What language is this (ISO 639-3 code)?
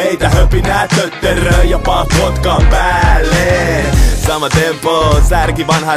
fin